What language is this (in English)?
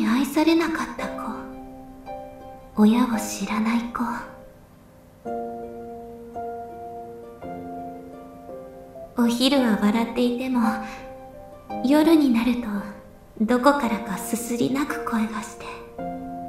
Japanese